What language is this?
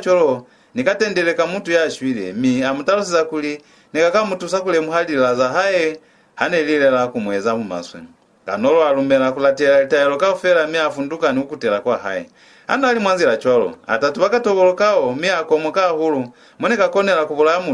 Lozi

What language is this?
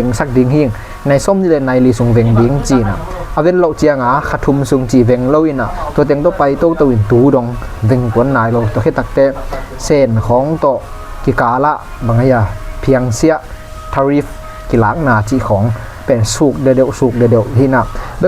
Tedim Chin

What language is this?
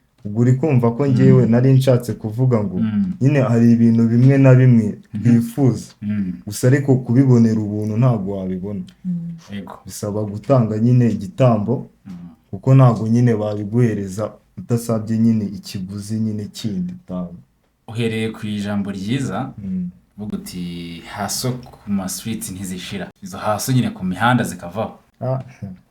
Kinyarwanda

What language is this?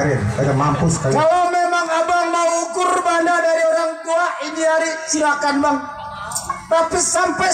Betawi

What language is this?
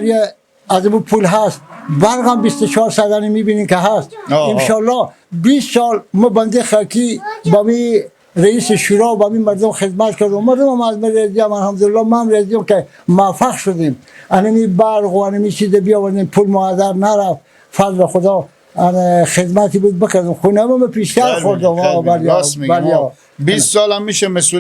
Persian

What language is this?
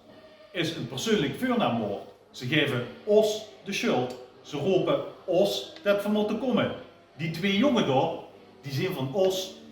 Limburgish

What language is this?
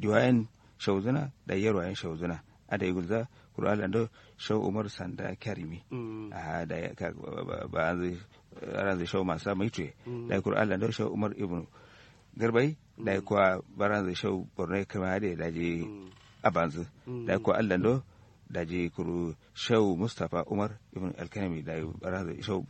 Kanuri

